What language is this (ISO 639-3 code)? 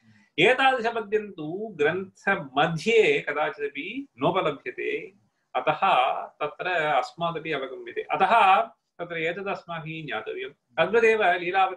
san